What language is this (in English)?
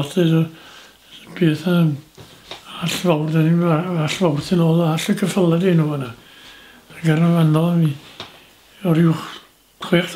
Welsh